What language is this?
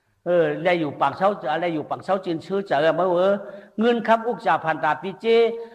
Shan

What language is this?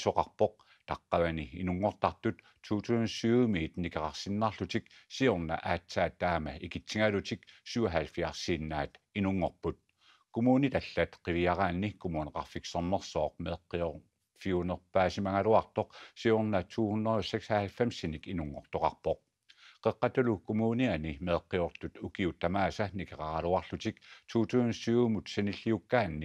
Kalaallisut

